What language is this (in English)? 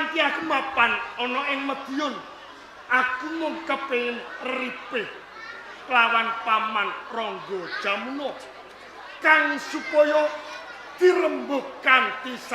Javanese